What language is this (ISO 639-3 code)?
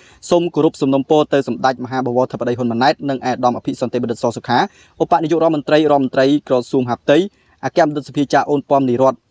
khm